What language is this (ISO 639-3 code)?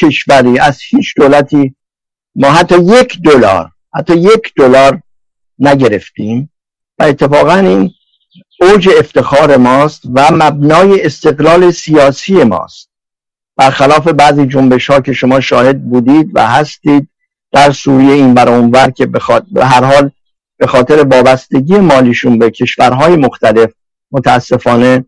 fas